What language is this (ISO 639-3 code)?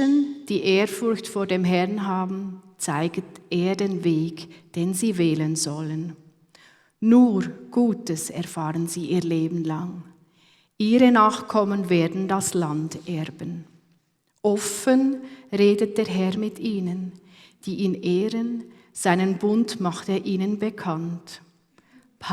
gsw